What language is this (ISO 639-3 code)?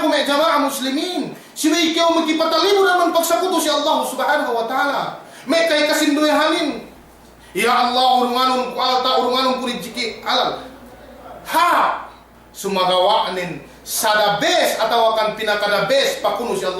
yka